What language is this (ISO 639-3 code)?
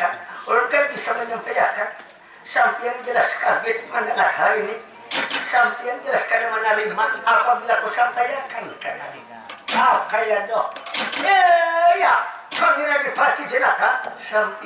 bjn